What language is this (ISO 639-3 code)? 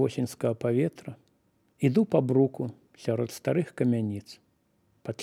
bel